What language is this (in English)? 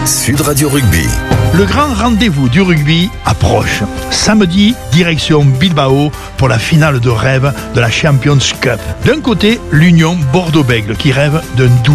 French